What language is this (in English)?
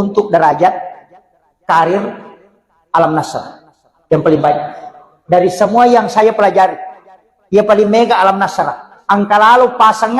Buginese